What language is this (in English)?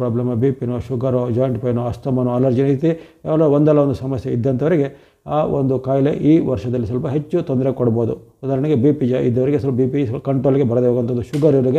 Kannada